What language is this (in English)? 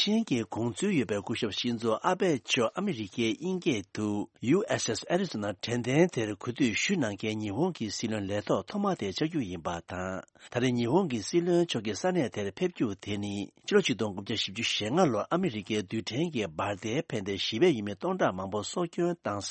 Tibetan